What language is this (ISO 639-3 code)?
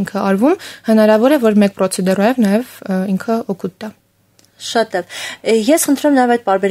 hye